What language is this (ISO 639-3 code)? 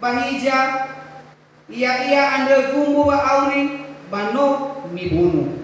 nia